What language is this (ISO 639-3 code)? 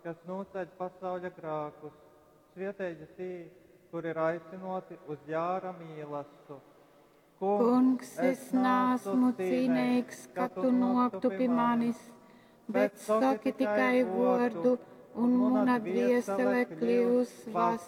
ltg